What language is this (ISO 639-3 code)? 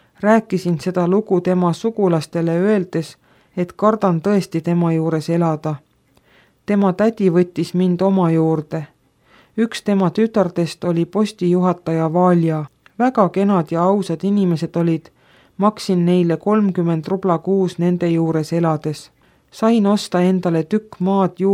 est